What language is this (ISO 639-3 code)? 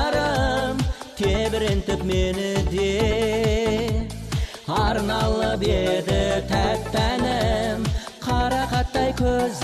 kaz